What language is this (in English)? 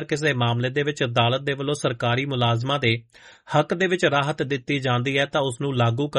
Punjabi